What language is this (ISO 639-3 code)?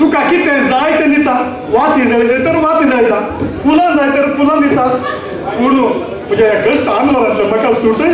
kok